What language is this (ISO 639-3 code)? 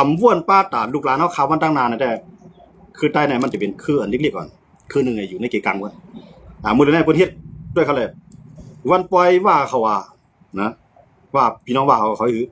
shn